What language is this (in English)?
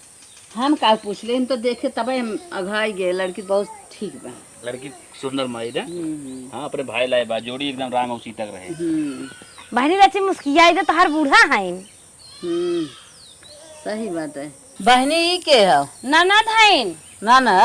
Awadhi